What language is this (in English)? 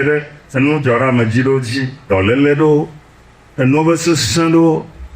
Ewe